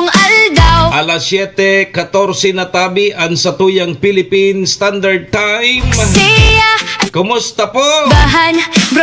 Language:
Bikol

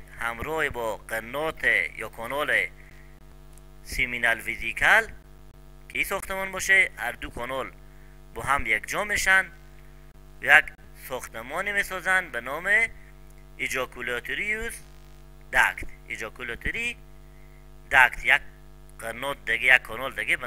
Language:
Persian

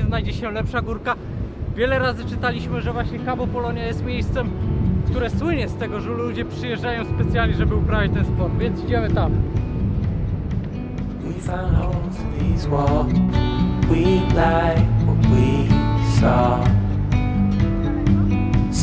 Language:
Polish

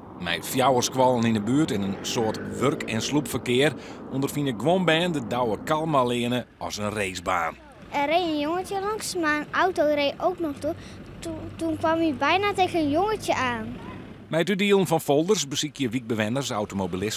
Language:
Western Frisian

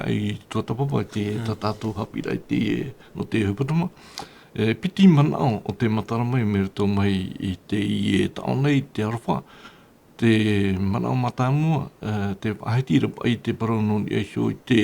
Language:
Tahitian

